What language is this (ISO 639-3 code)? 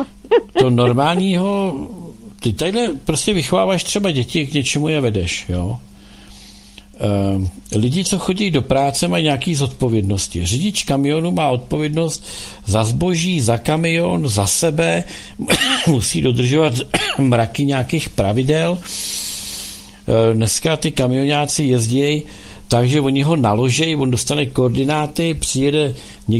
ces